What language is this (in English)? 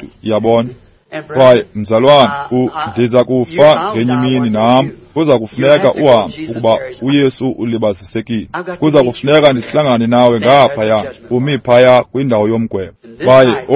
Xhosa